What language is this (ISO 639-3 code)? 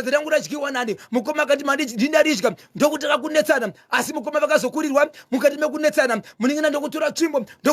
sna